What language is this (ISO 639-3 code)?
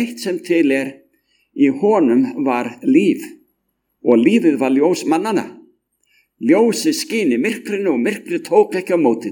isl